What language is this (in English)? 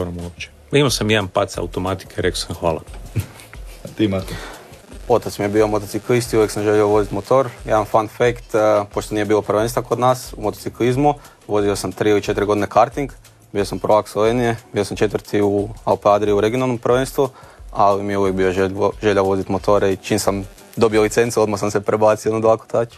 Croatian